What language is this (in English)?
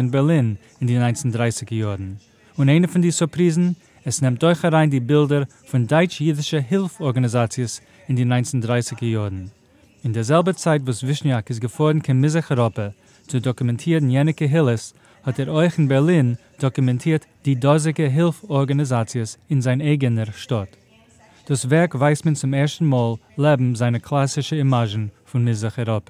Yiddish